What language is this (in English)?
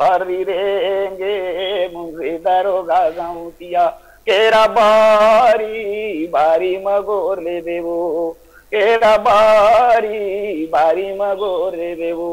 Chhattisgarhi